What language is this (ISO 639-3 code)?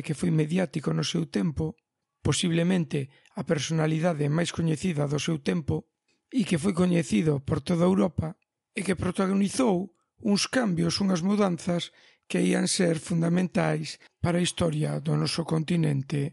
glg